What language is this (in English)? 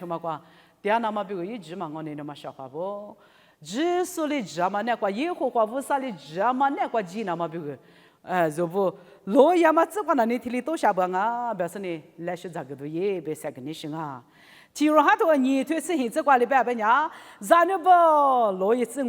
Lisu